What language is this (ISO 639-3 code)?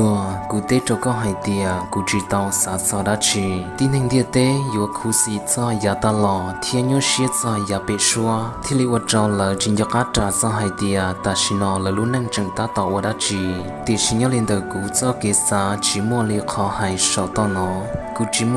hmn